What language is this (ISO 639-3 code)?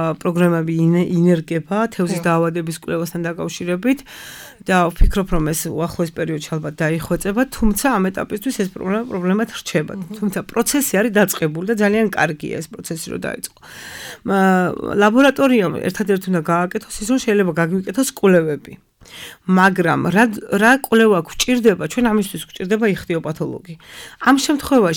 kat